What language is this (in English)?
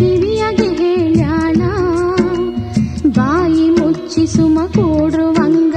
Kannada